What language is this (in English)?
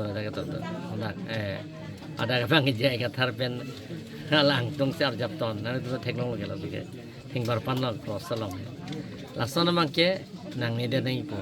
Karbi